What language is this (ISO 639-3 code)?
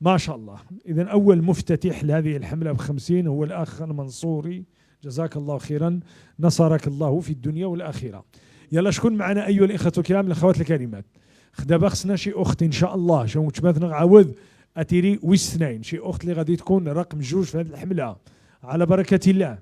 ary